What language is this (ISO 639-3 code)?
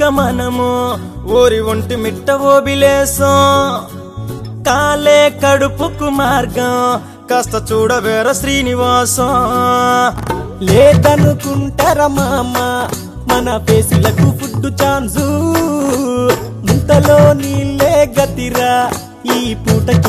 tel